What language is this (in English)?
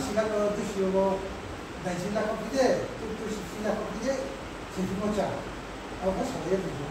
Riang (India)